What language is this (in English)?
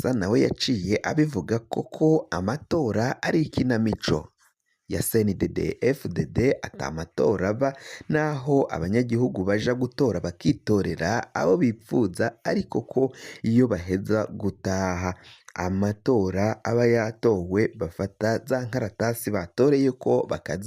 Rundi